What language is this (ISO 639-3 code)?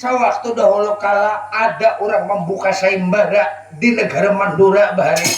bjn